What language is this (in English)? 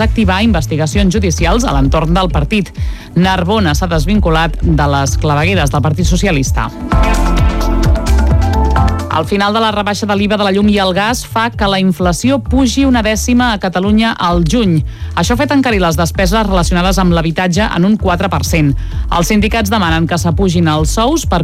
Catalan